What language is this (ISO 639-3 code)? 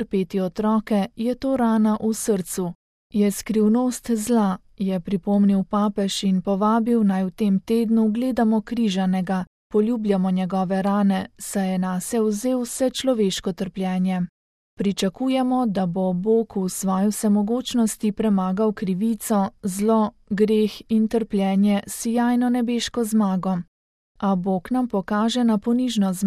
slv